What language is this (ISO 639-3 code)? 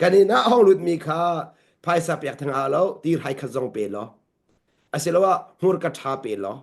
cnh